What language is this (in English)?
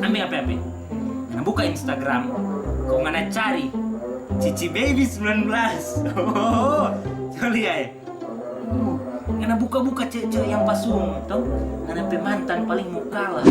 Manado Malay